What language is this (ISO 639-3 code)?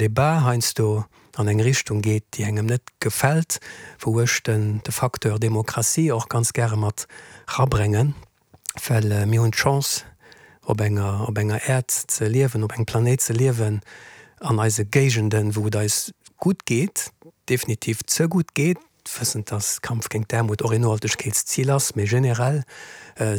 ltz